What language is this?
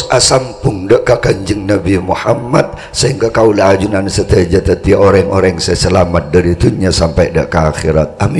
Madurese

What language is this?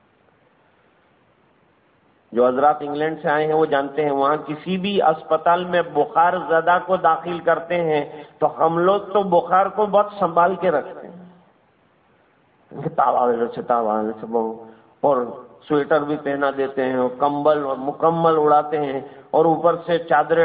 Urdu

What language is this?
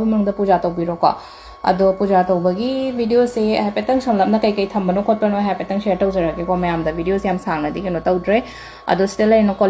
Manipuri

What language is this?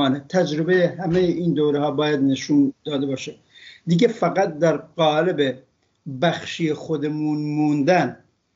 Persian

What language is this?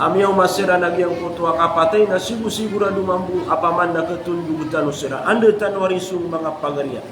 Maranao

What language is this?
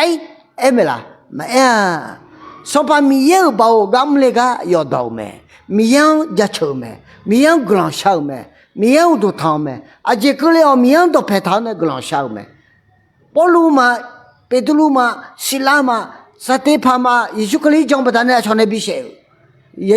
Akha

